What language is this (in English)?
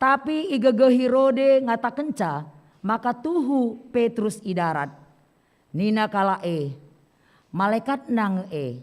Batak Karo